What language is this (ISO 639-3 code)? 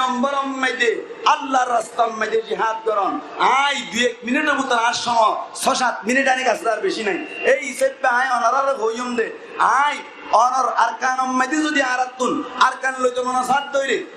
rhg